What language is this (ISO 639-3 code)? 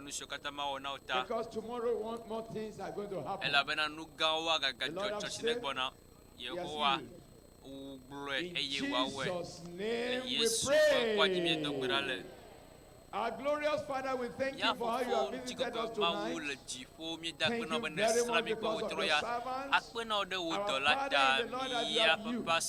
ewe